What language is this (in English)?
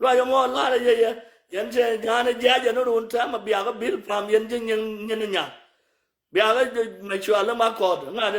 Nuer